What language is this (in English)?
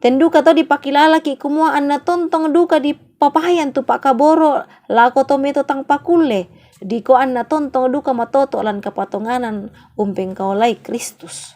Toraja-Sa'dan